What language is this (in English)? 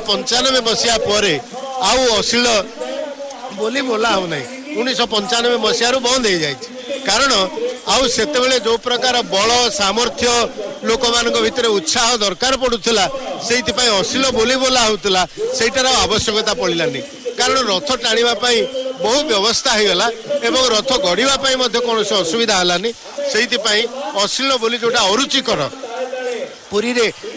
Odia